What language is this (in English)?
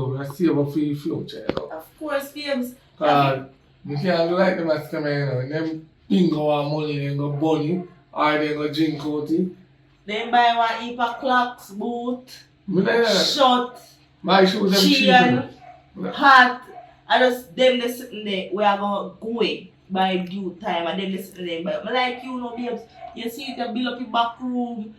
Jamaican Creole English